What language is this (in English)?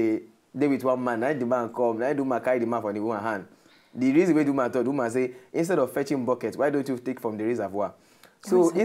Nigerian Pidgin